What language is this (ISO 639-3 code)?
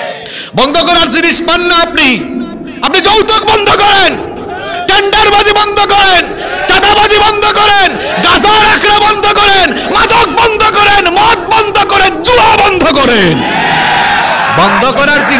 ben